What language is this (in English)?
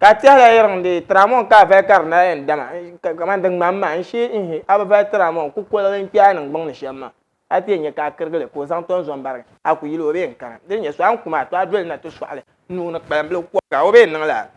Dagbani